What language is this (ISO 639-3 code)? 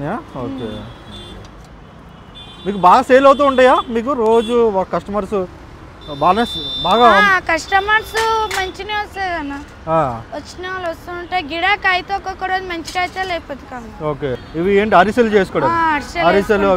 tel